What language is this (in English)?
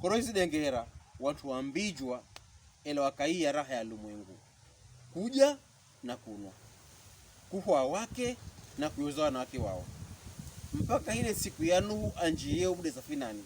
Pokomo